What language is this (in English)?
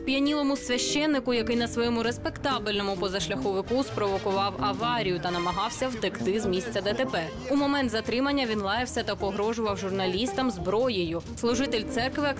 Ukrainian